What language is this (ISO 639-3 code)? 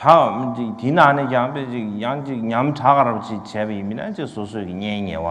bod